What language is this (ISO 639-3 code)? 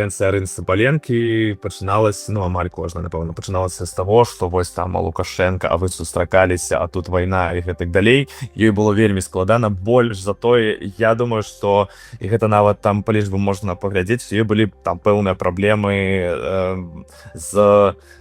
bel